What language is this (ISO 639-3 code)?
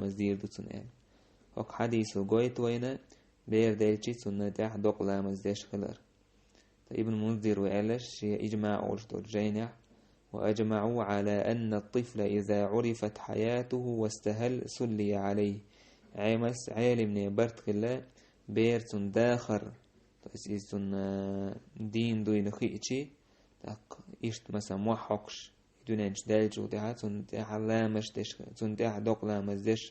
che